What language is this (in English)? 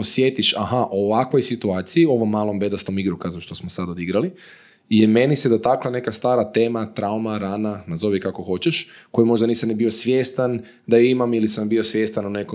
Croatian